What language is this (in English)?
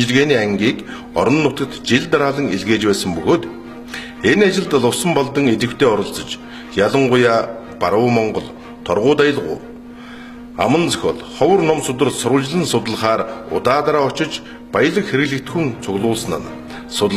Mongolian